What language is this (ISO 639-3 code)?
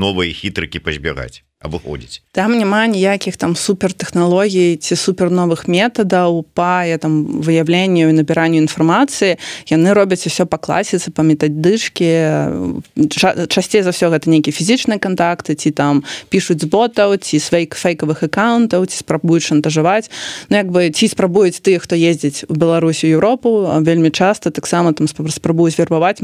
bel